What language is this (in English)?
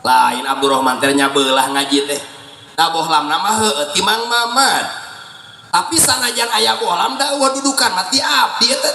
Sundanese